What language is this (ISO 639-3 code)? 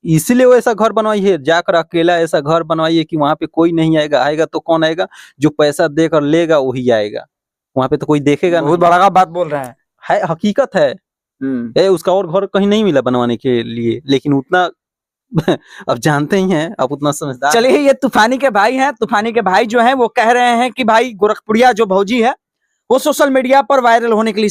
bho